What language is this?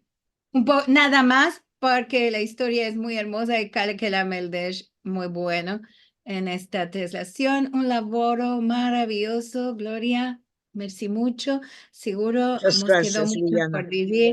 Ladino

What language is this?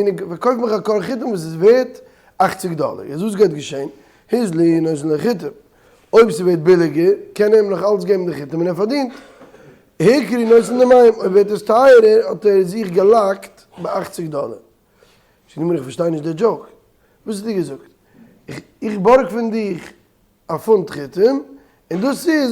Yiddish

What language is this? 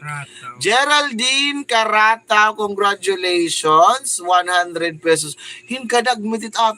Waray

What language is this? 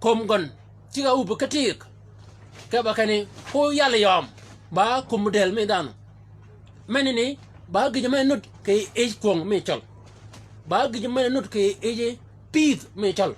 Shilluk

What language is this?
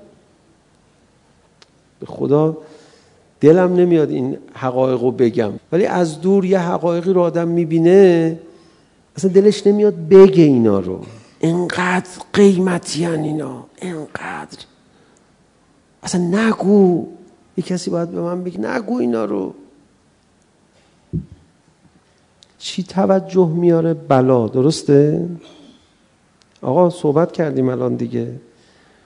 Persian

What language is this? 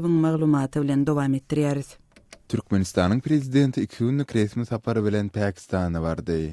Turkmen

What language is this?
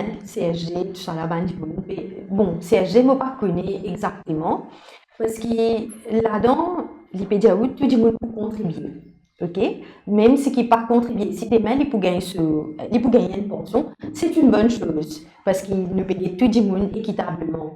Morisyen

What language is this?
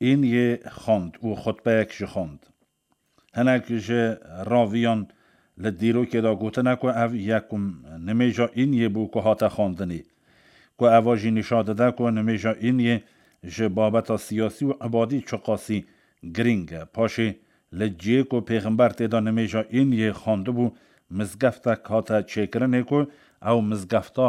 Kurdish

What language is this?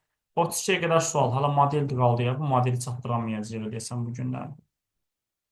Azerbaijani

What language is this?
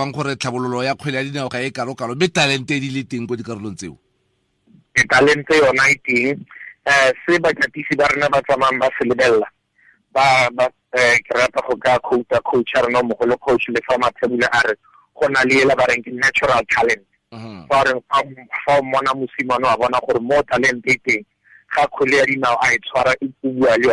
Tswana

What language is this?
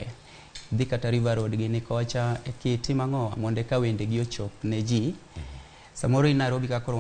Luo (Kenya and Tanzania)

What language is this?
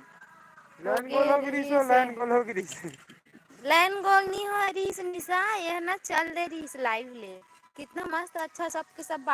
Chhattisgarhi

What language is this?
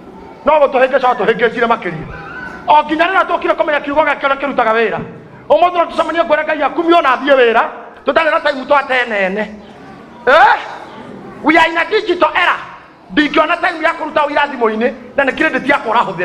Kikuyu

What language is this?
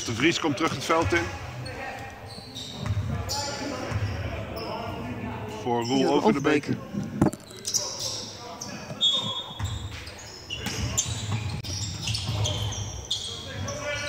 Dutch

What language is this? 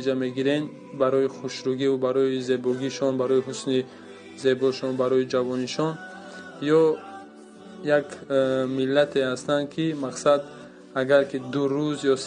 Tajik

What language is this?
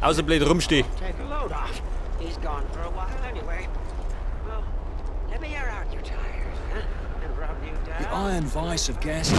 Bavarian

